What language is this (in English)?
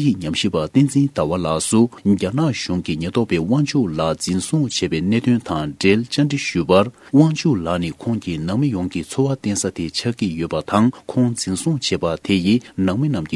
Tibetan